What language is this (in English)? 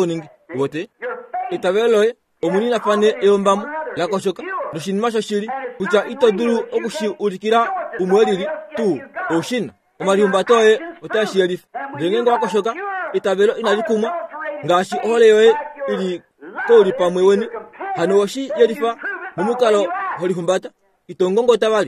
Kuanyama